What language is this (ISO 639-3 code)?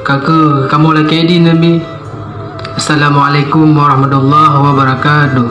ace